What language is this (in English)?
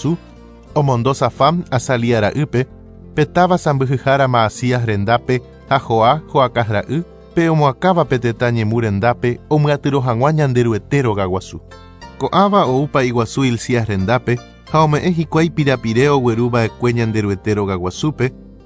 Guarani